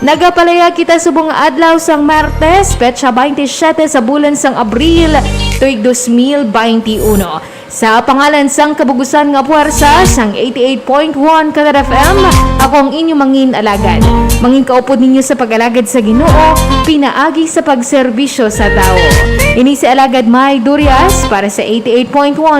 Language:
Hiligaynon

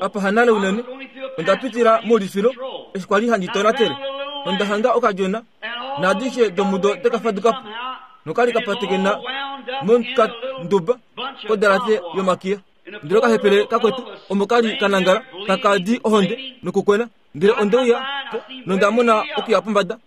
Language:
Kuanyama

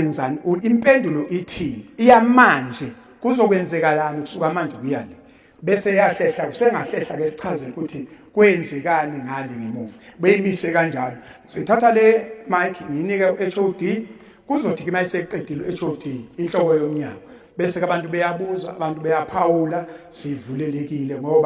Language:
Zulu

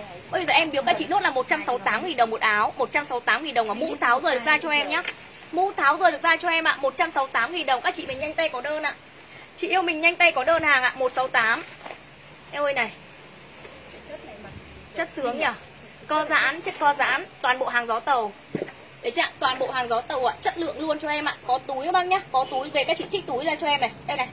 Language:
Vietnamese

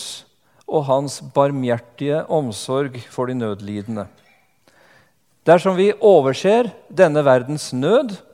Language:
Norwegian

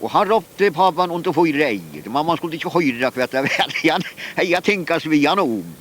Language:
Faroese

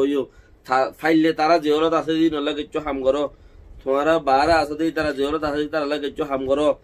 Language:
Rohingya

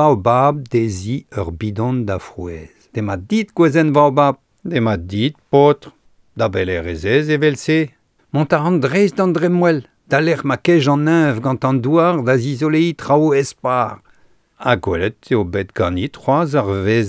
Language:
Breton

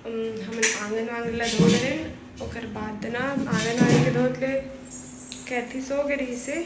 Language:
Chhattisgarhi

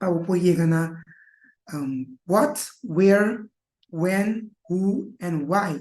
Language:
Papiamento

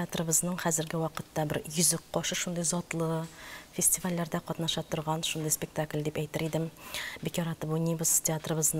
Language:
Tatar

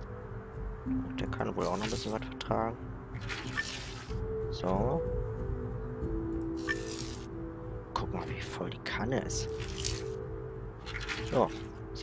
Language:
German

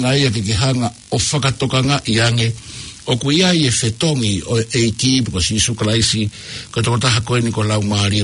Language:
Tongan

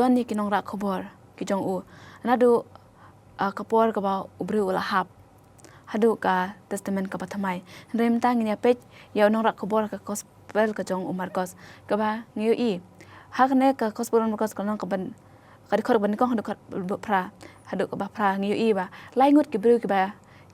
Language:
Khasi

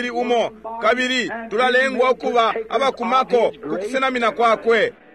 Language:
Bemba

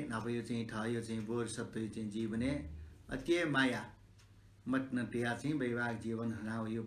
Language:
Newari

